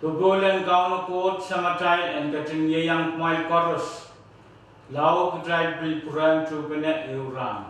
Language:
Pohnpeian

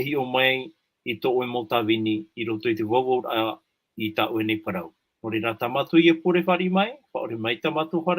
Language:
Tahitian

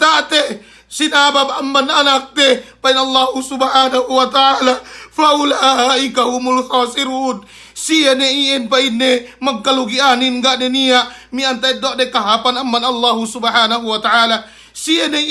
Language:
Yakan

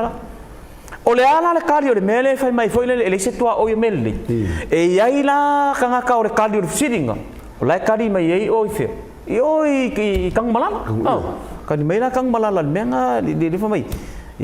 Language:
Samoan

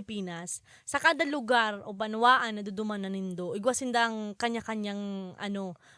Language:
Bikol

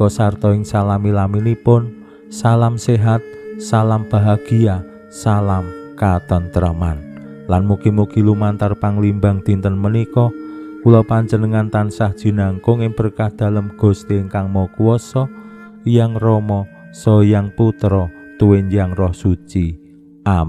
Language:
Javanese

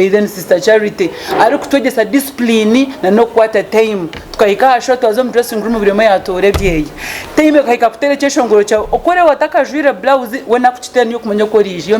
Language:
Nyankole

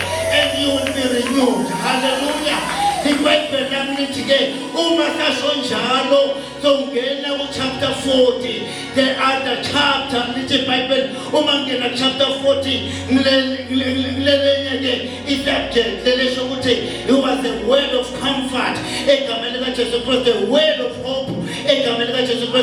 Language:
Zulu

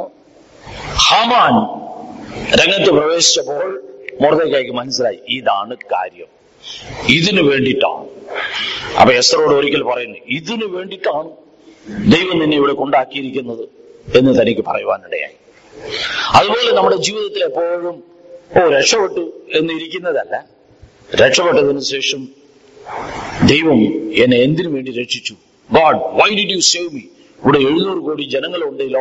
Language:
Malayalam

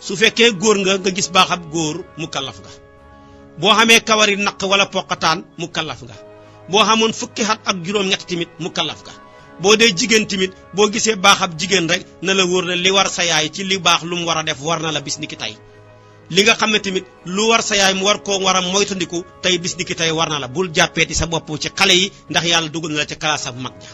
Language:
Wolof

